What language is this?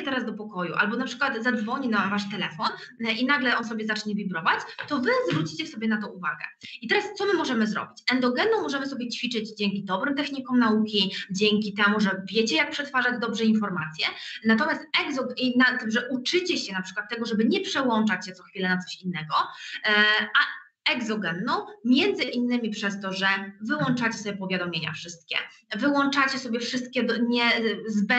Polish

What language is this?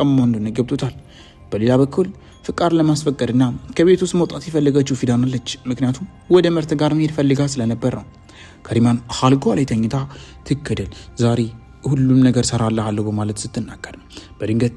Amharic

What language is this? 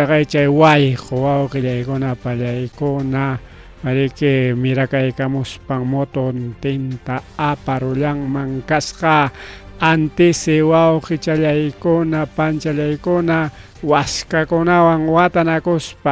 Ayacucho Quechua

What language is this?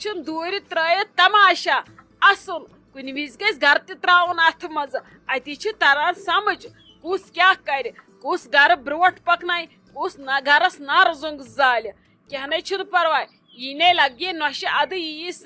Kashmiri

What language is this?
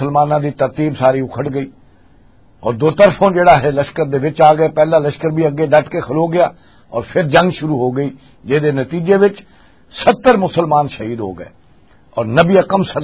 Western Panjabi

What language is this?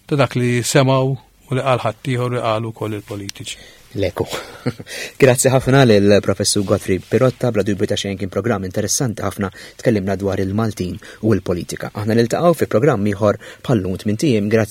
Maltese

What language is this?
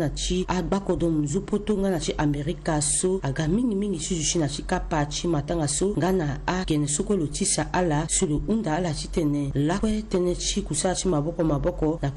Sango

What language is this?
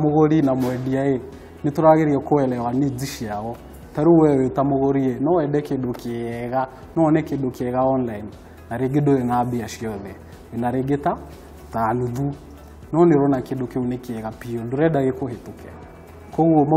Kikuyu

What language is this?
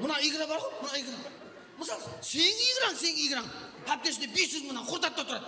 Kara-Kalpak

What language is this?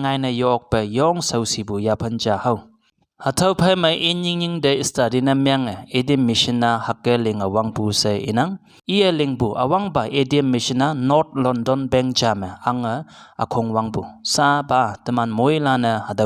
Konyak Naga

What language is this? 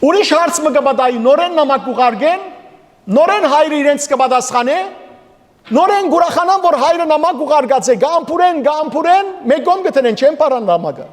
Western Armenian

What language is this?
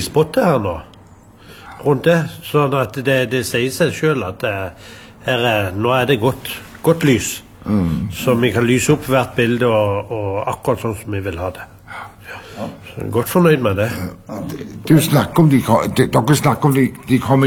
Norwegian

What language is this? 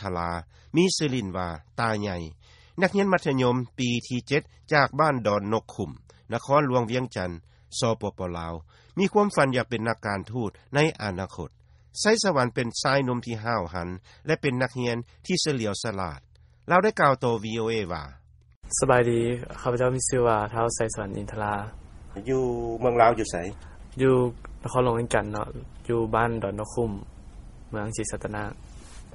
Lao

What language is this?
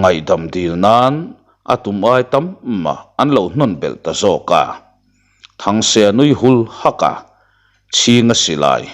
Mizo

